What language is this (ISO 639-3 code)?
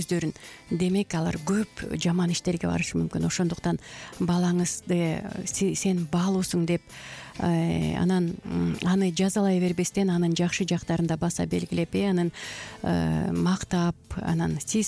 kir